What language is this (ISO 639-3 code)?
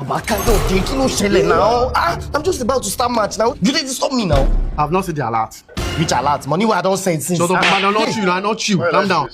pcm